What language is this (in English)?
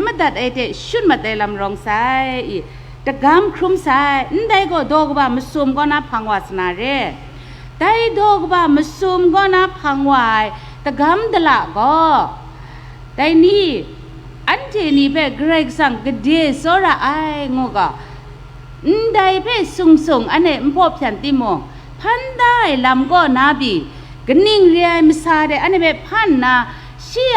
Kachin